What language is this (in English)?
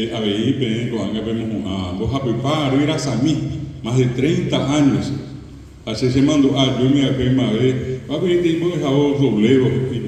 Guarani